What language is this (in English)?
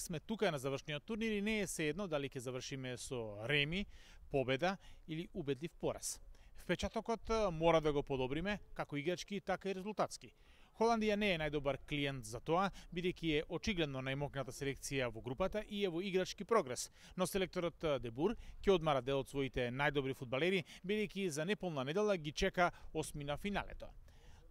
Macedonian